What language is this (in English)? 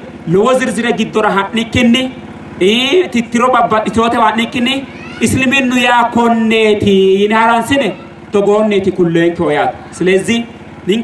Sidamo